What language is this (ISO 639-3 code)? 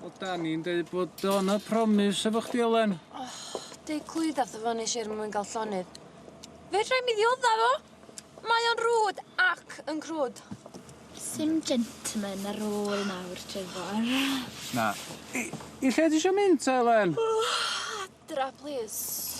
cym